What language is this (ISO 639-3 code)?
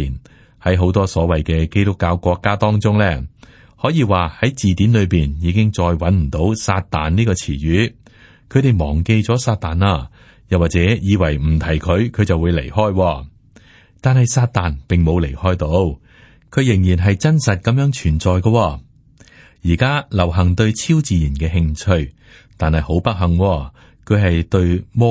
yue